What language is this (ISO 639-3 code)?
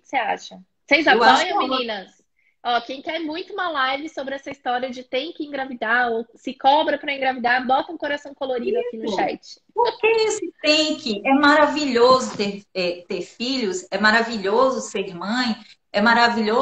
por